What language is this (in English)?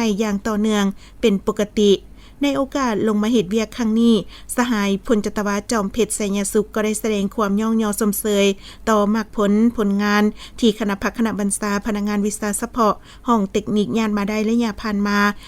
Lao